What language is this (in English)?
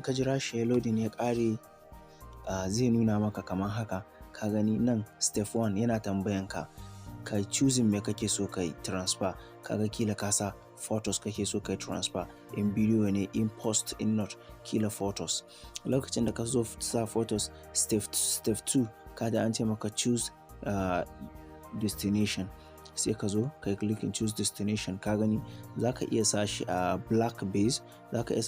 Hausa